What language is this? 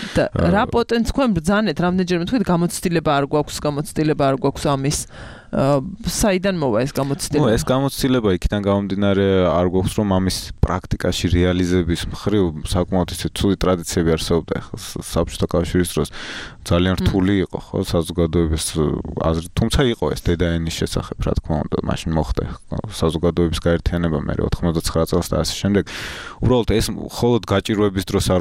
Georgian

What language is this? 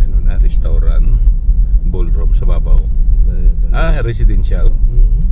Hiligaynon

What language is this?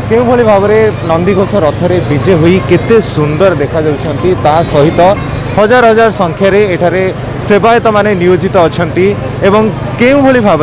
Odia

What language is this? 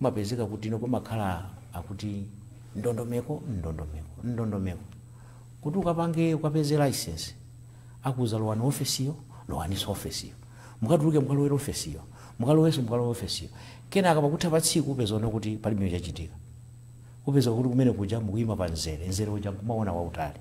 Nyanja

